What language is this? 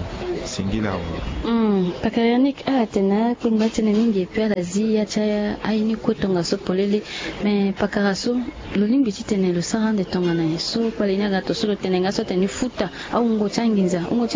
Sango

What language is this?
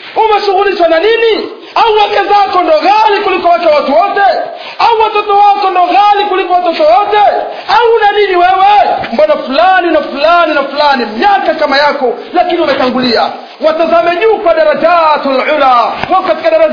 Swahili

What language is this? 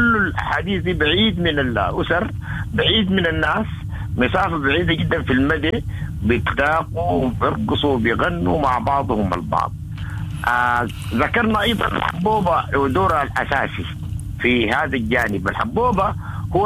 Sudanese Arabic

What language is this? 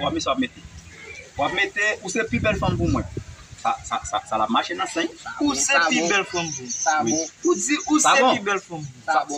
Haitian Creole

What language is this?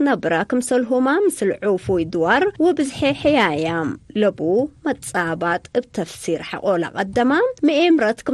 Tigre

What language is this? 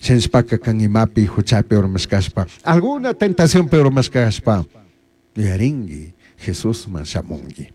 Chimborazo Highland Quichua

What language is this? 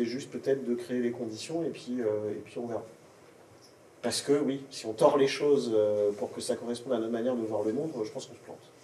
French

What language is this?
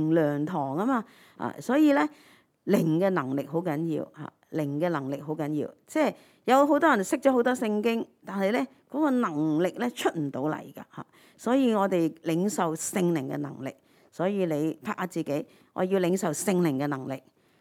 Cantonese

